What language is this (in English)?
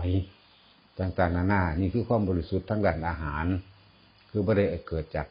Northeastern Thai